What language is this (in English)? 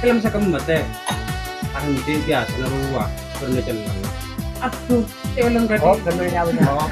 Madurese